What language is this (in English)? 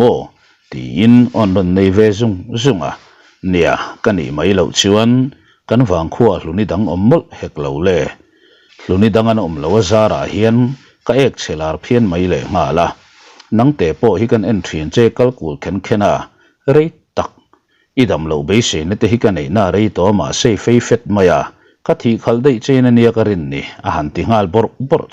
Mizo